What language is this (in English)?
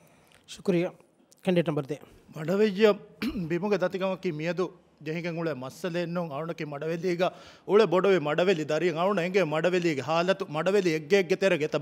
Divehi